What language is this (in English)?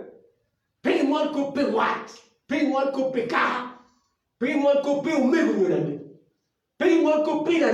Acoli